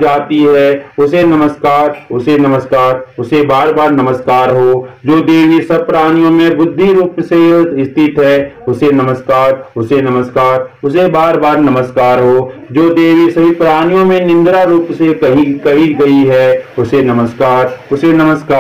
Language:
Hindi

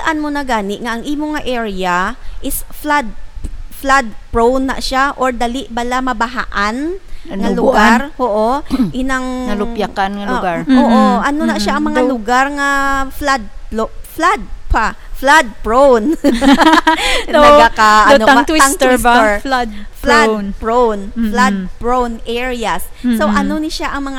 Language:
Hiligaynon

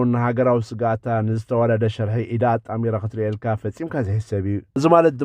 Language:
Tigrinya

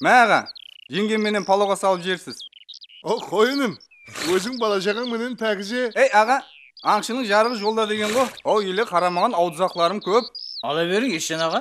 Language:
Kara-Kalpak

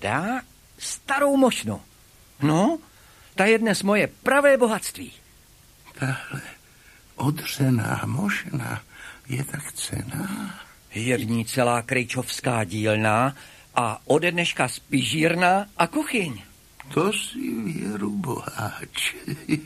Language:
Czech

